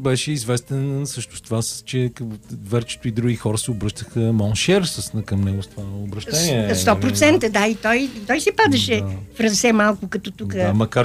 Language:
Bulgarian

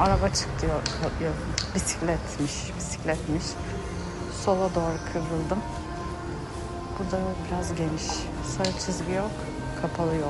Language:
Turkish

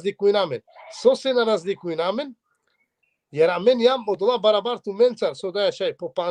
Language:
Balkan Romani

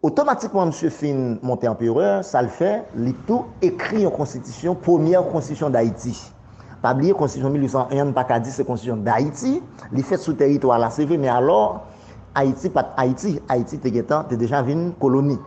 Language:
Haitian Creole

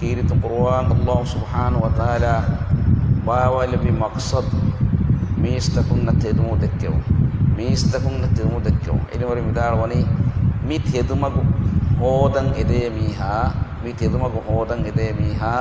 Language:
Divehi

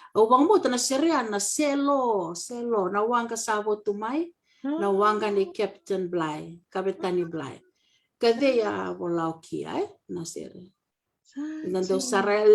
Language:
Fijian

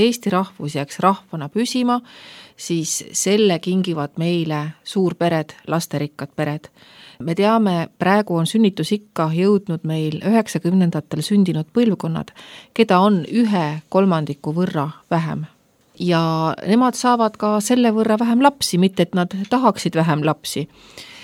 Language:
Estonian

